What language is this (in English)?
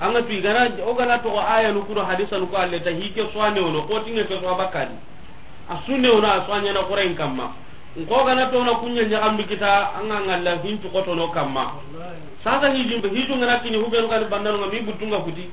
Soninke